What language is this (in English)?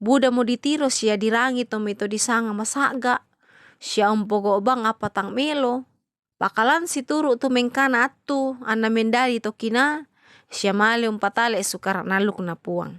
Toraja-Sa'dan